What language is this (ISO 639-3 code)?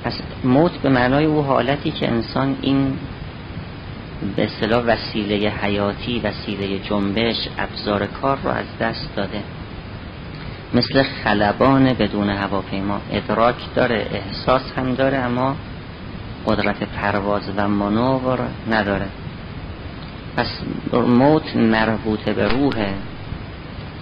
fas